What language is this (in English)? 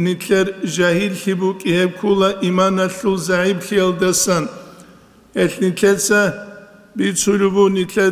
Avaric